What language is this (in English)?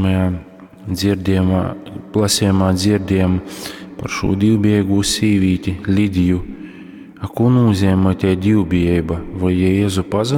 Latgalian